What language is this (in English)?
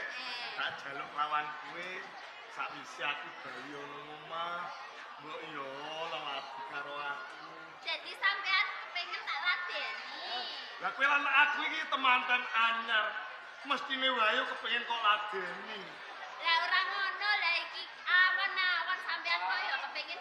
Javanese